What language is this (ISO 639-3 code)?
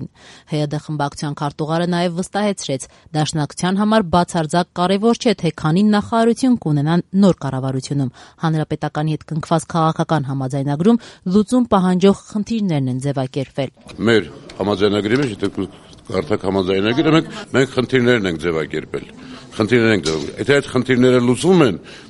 hye